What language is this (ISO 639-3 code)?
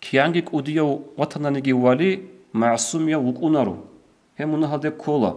ava